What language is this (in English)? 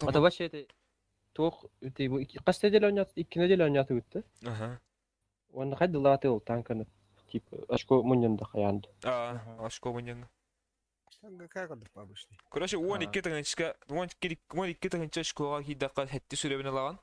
Yakut